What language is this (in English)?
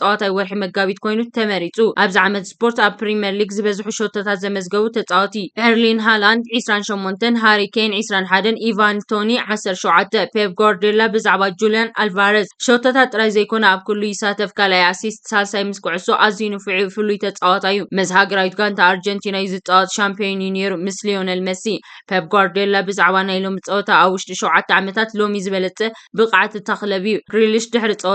Tigrinya